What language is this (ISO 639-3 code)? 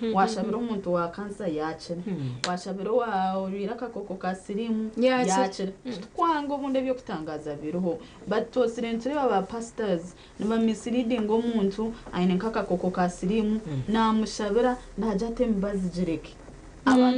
nyn